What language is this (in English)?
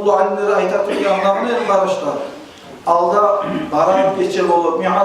Kumyk